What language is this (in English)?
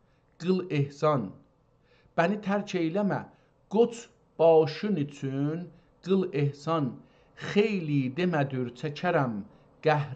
South Azerbaijani